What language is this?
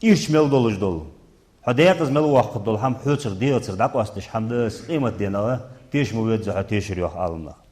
Ingush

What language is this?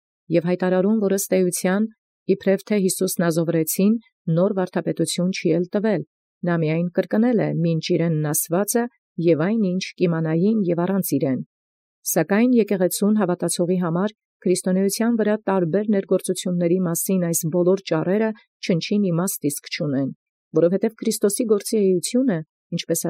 Armenian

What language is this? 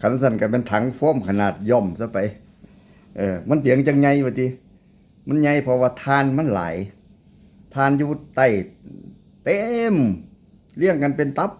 Northeastern Thai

